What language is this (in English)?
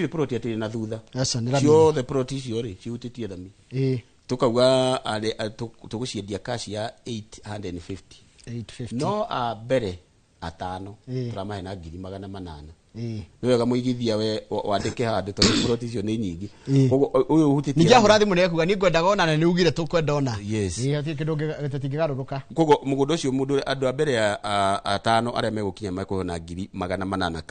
Kikuyu